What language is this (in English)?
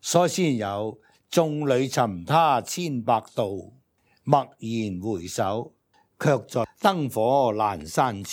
Cantonese